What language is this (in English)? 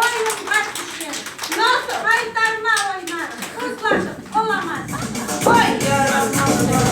Crimean Tatar